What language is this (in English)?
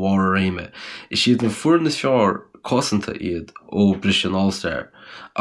Irish